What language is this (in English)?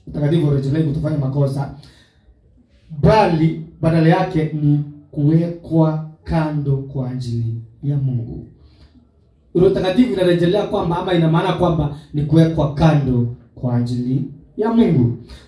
Swahili